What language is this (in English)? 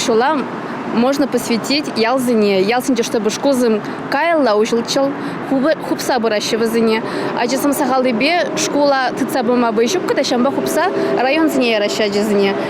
Chuvash